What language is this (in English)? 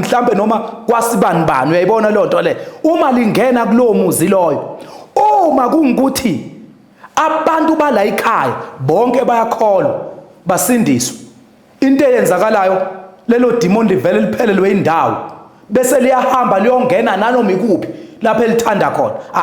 Zulu